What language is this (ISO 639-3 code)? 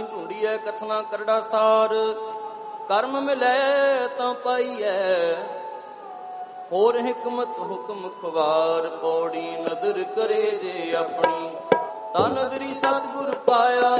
pan